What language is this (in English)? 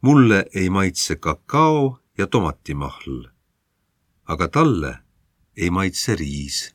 Estonian